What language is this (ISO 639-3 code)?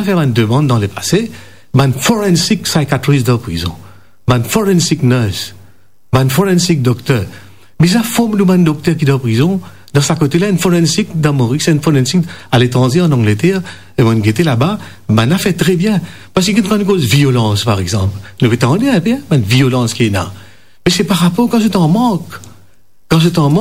mfe